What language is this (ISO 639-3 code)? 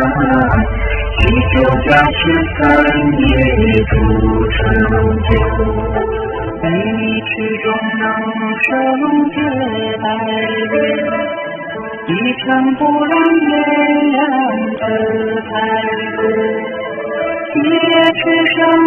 zho